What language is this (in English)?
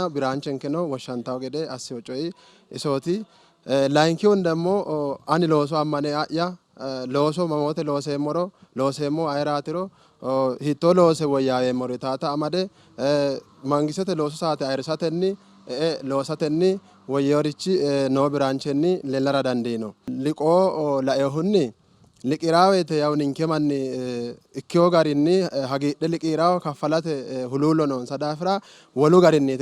Sidamo